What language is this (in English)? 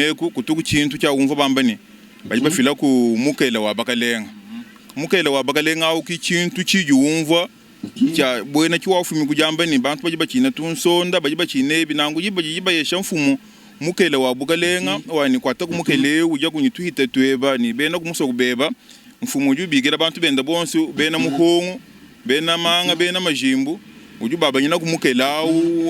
Luba-Lulua